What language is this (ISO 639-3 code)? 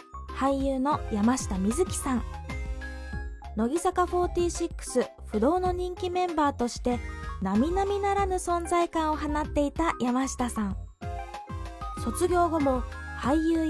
jpn